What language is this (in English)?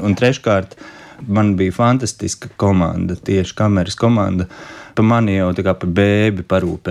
Latvian